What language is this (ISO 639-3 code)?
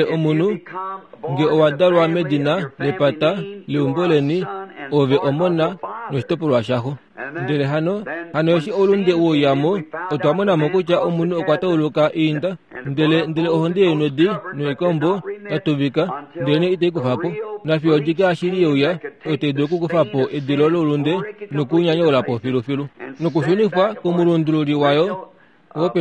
kua